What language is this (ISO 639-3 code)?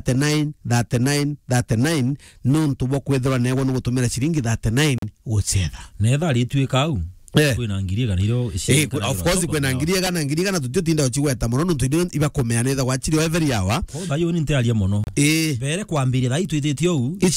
mer